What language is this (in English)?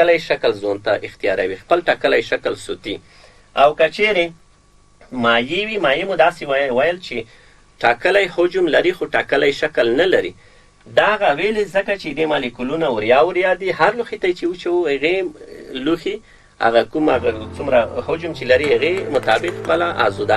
Pashto